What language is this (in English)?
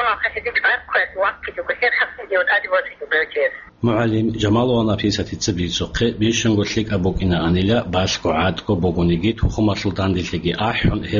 Avaric